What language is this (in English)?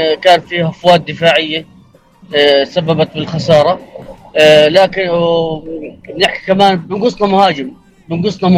North Levantine Arabic